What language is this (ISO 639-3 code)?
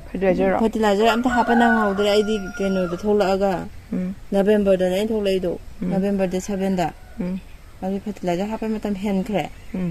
mni